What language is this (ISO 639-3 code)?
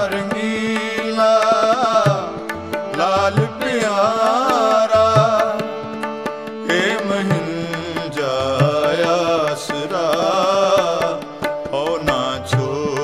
pan